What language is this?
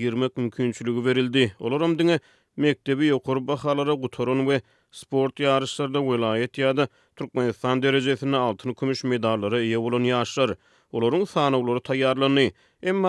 Turkmen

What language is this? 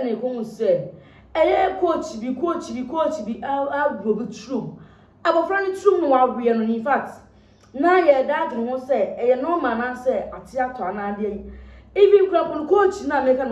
Akan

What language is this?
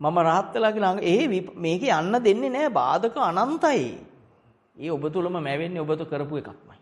Sinhala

